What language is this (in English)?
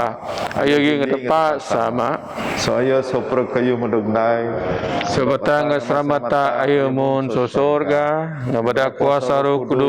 Biatah Bidayuh